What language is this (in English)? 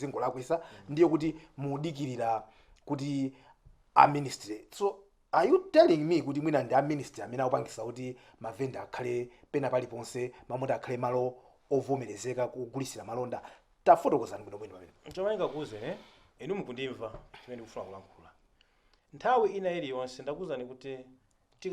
Nyanja